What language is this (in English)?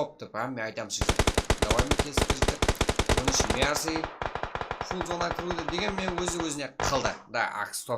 Kara-Kalpak